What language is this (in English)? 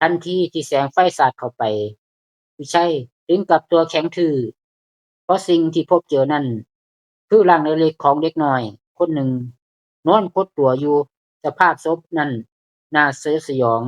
Lao